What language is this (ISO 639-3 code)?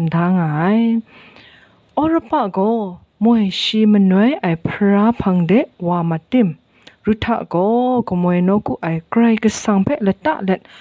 kac